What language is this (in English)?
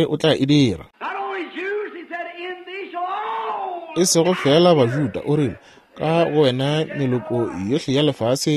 Northern Sotho